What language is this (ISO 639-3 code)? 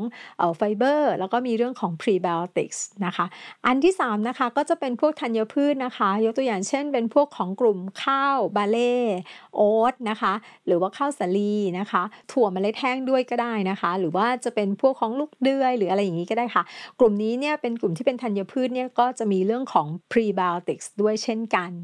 tha